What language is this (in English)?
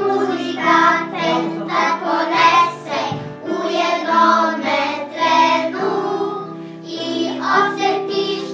Serbian